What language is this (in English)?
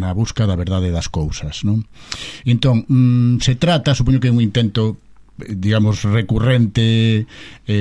Galician